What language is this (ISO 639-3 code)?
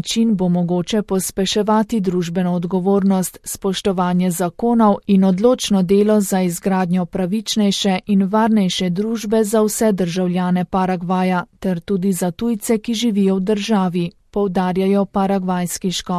slv